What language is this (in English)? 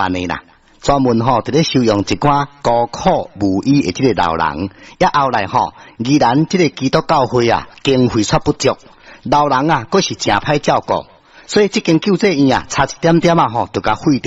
Min Nan Chinese